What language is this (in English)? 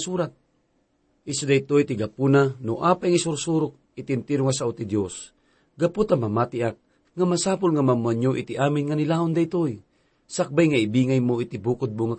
Iloko